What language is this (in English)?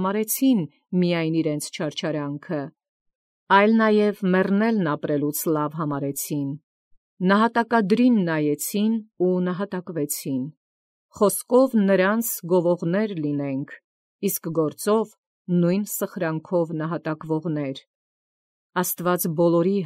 Armenian